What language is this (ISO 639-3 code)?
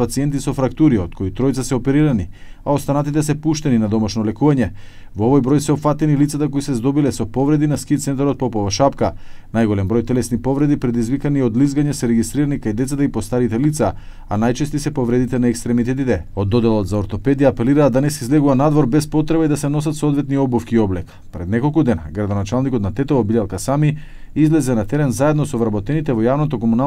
mkd